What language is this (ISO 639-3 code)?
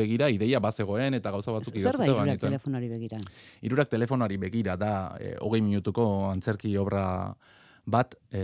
eus